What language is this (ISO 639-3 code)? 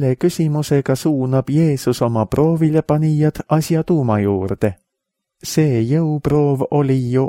est